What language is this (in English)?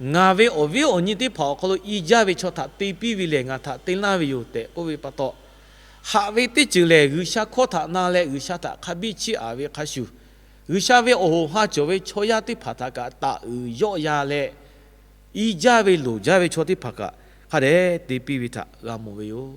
Lahu